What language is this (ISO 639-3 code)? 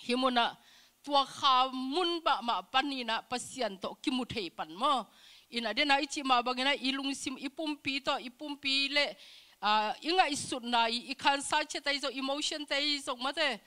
ctd